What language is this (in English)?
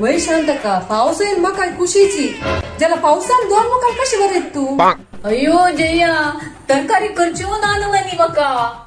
Konkani